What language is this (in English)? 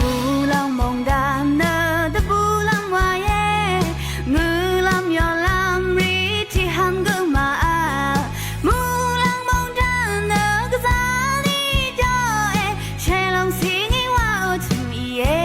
Rawang